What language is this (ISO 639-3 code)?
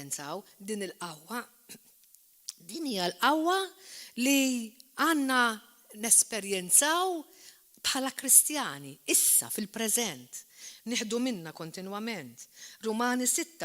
mlt